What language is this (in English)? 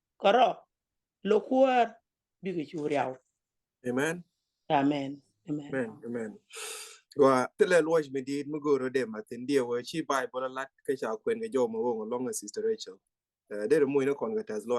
Nuer